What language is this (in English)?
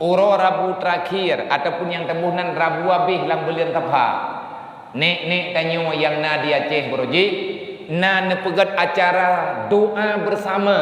Achinese